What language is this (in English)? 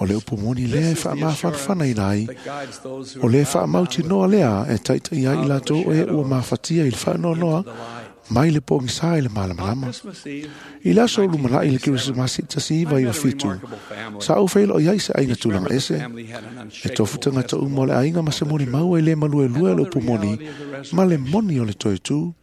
Samoan